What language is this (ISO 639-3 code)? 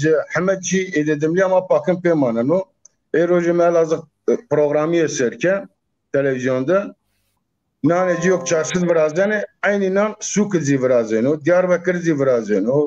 zza